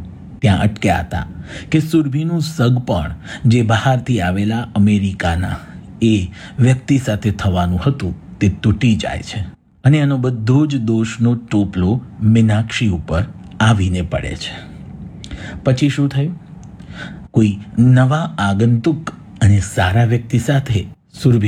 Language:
Gujarati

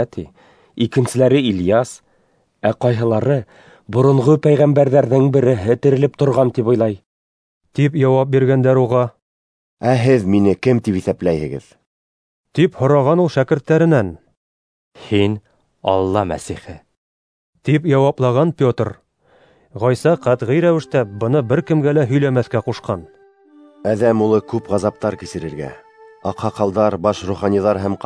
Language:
Bashkir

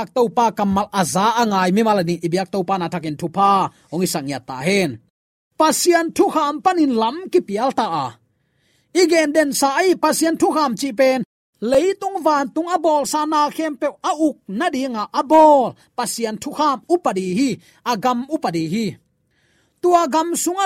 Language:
Tedim Chin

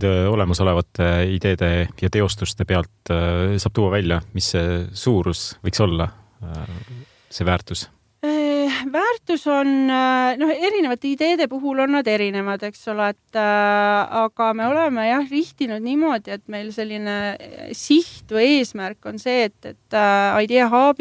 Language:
Estonian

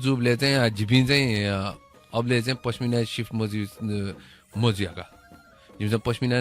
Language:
Newari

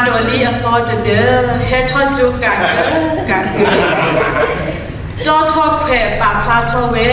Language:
S'gaw Karen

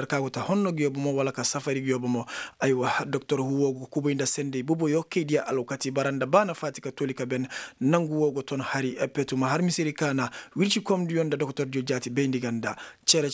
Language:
Koyraboro Senni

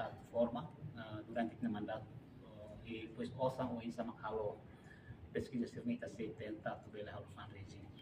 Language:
Tetum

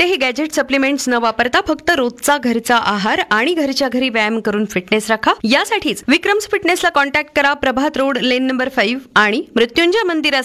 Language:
Marathi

